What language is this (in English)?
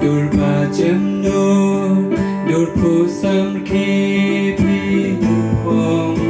Khasi